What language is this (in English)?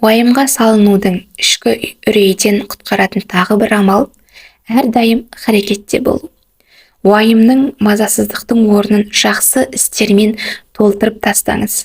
Kazakh